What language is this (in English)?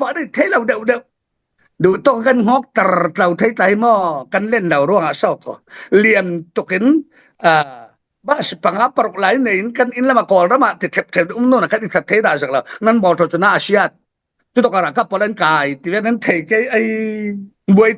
Falam Chin